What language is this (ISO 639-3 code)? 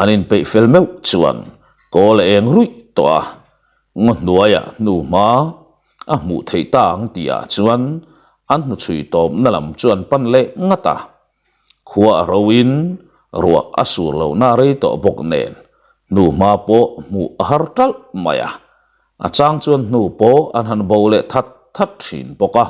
lus